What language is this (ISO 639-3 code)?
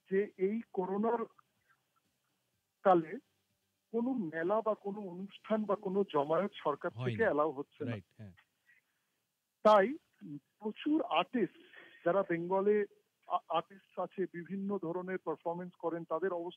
ben